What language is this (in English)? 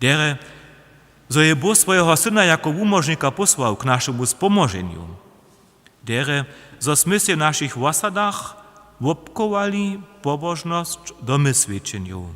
Upper Sorbian